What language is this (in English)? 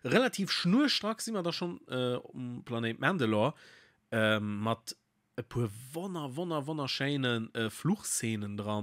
Luxembourgish